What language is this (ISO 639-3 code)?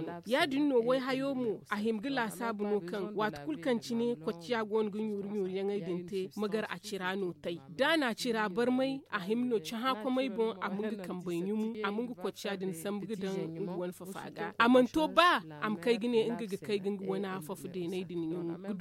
dje